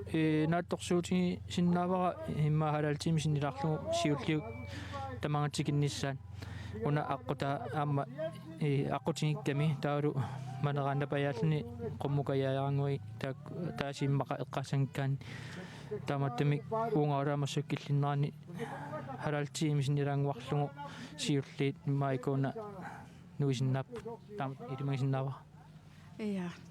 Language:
Kalaallisut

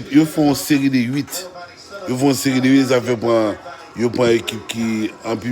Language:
Haitian Creole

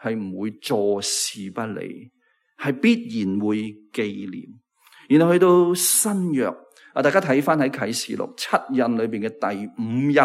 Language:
Cantonese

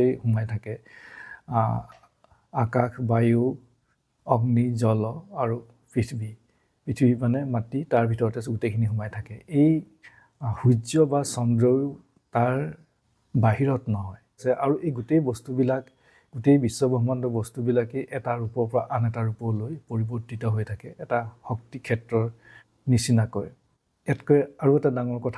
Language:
Assamese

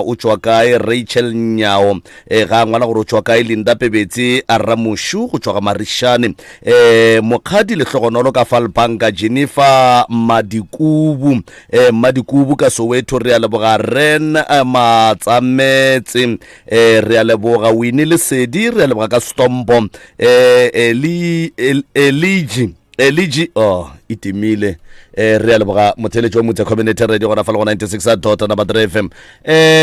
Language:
Northern Sotho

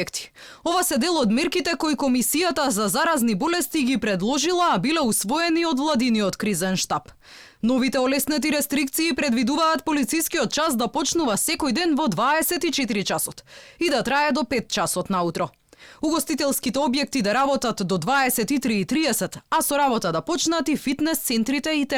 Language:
Macedonian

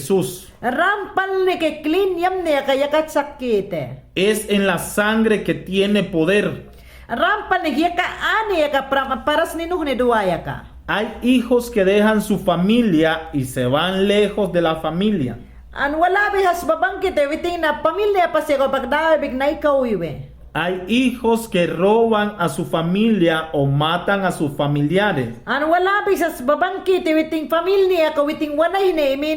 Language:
Mayangna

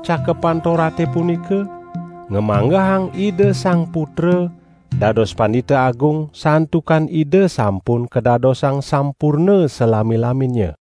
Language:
Balinese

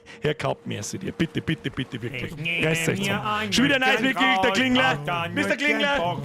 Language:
Bavarian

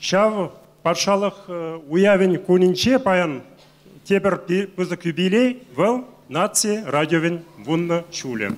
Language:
Chuvash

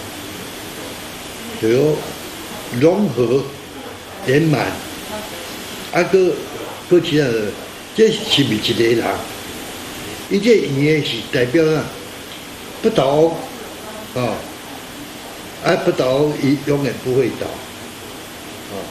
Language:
Min Nan Chinese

